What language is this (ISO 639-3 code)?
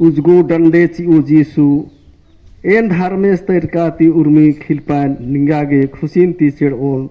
kru